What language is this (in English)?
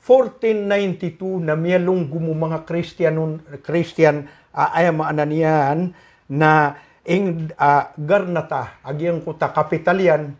Maranao